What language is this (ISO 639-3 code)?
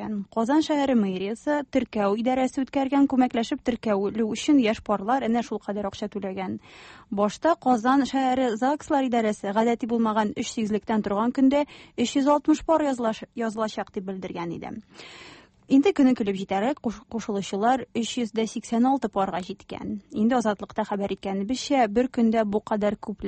tat